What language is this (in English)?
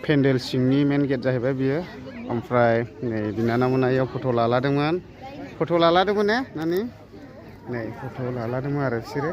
Bodo